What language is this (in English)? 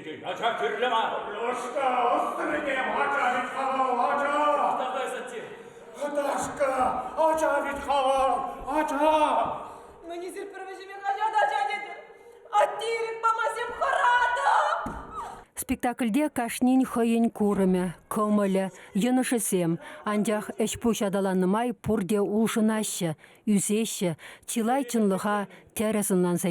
Chuvash